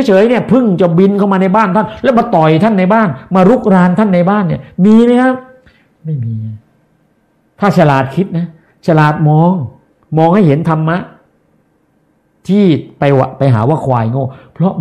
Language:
Thai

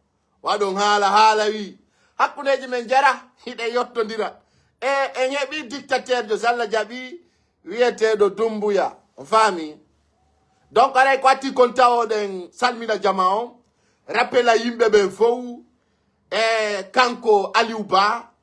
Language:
Fula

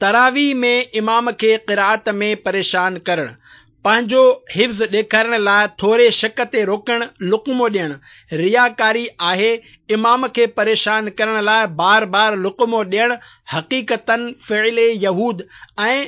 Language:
Sindhi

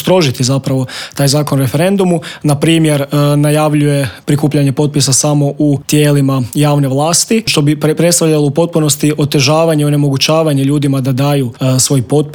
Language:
Croatian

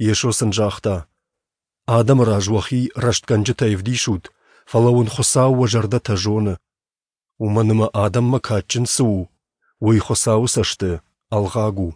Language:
Ossetic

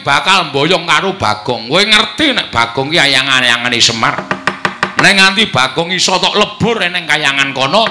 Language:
Javanese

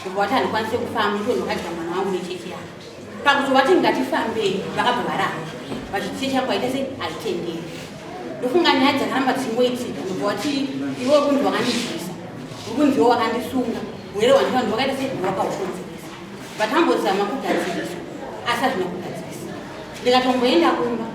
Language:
Shona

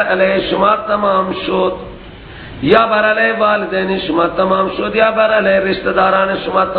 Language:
Persian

